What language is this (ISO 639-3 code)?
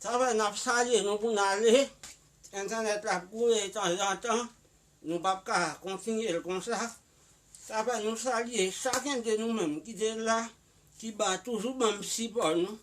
hat